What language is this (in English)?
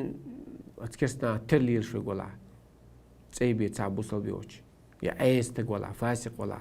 Chechen